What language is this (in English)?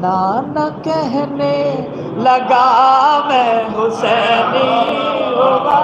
Saraiki